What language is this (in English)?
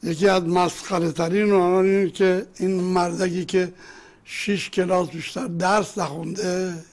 Persian